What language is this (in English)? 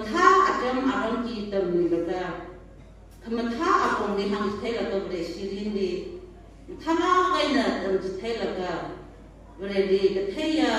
Tangkhul Naga (India)